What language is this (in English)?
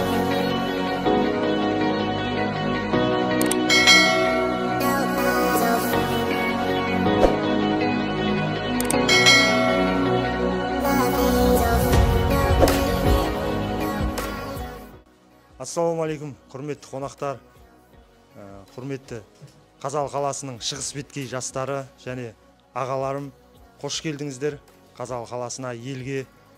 Kazakh